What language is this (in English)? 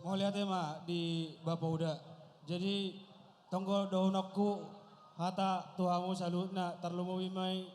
Batak Toba